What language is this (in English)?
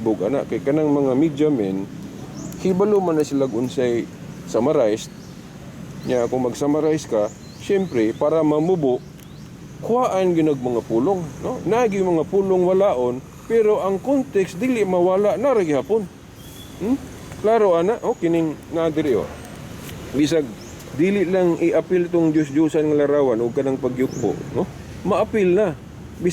Cebuano